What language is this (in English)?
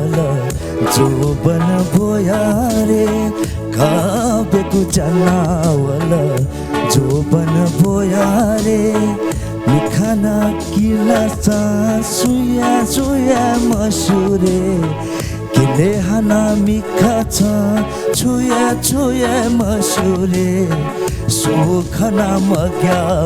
Newari